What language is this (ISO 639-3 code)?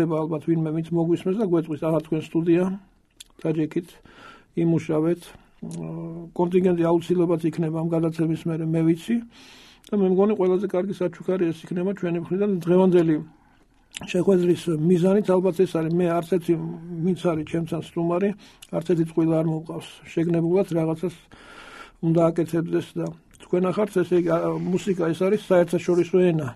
kat